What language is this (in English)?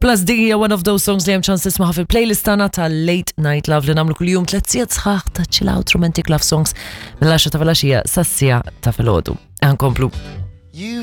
Maltese